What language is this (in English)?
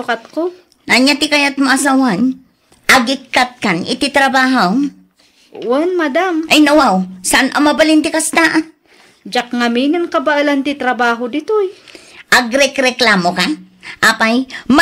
Iloko